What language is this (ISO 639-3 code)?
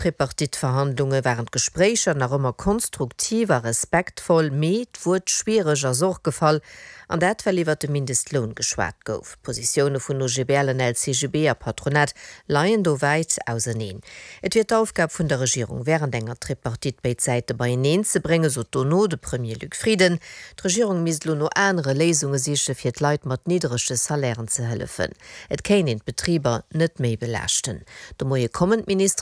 ltz